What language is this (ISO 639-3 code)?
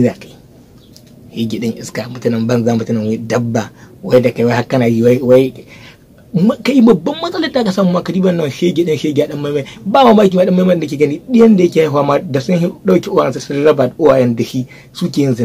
hau